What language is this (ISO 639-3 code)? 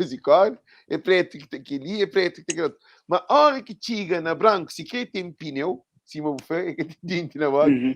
kea